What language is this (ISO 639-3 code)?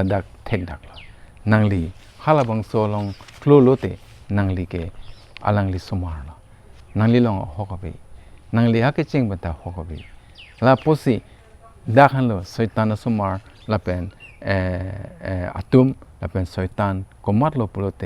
mjw